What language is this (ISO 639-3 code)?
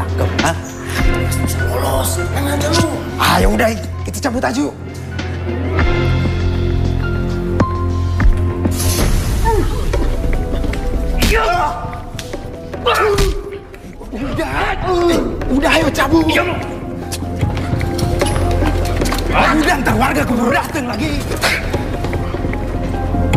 ind